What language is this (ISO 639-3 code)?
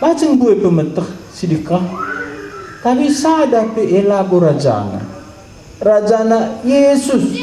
btx